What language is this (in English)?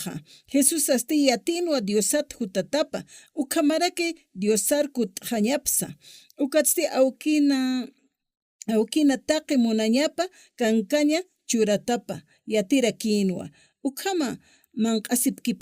Aymara